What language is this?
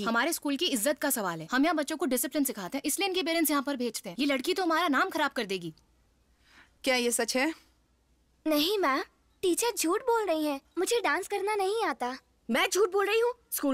Hindi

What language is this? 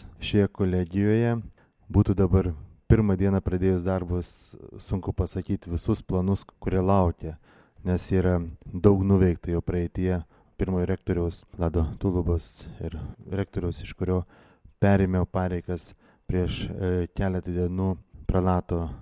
Lithuanian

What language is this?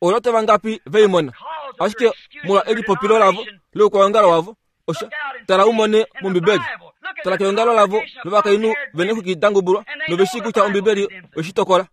Kuanyama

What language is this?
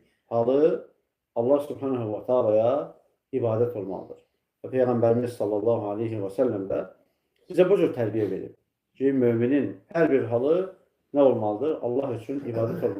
Azerbaijani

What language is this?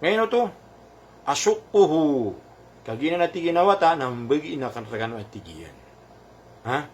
Maranao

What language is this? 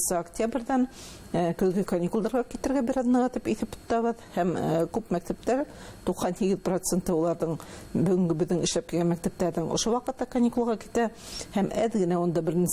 Bashkir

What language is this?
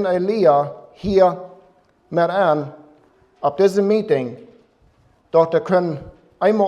Plautdietsch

